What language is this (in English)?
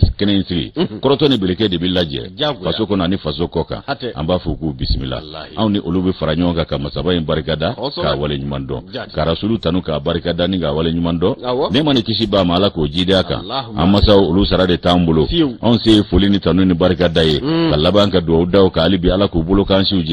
Bambara